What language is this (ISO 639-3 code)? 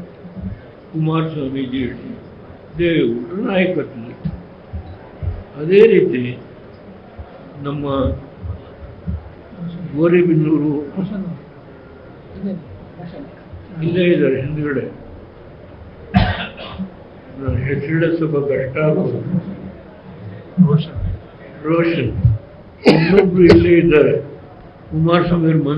kan